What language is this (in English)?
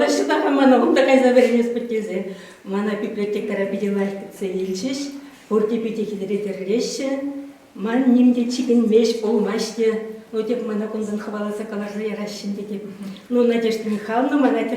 Chuvash